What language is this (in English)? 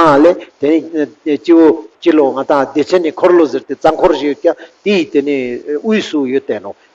Ladakhi